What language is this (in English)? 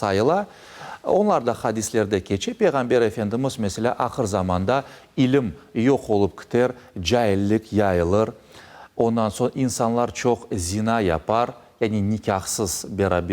Crimean Tatar